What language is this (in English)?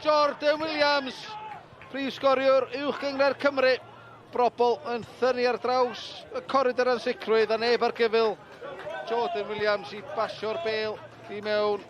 Welsh